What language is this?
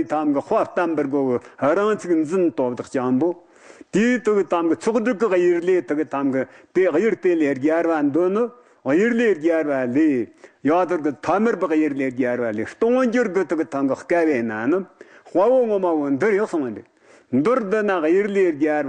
Tibetan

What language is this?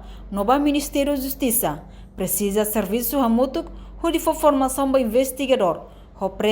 Tetum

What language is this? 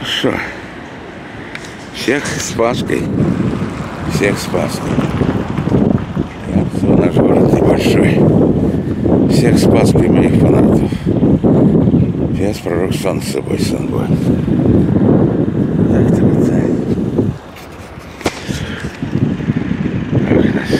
Russian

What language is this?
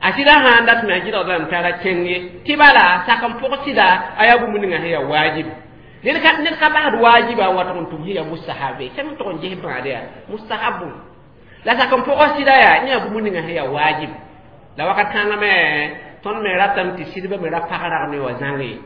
Mossi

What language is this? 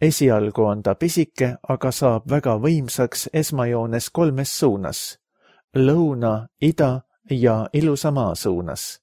Estonian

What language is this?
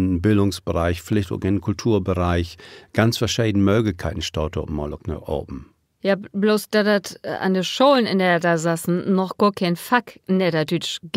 Low German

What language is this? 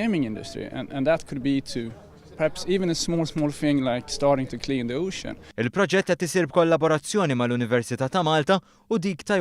Maltese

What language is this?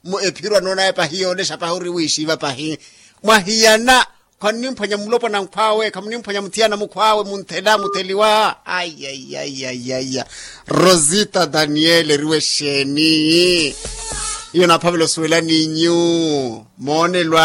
Makhuwa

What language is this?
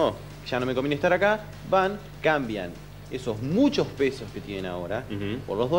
Spanish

